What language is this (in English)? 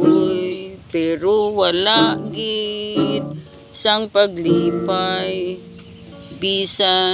Hiligaynon